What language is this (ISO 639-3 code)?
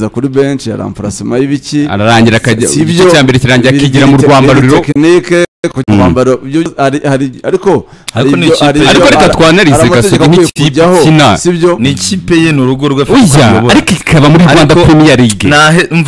kin